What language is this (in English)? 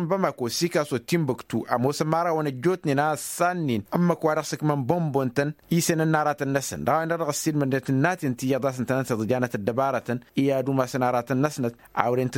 Tamasheq